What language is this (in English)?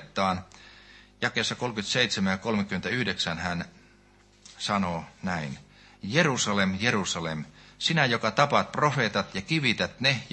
Finnish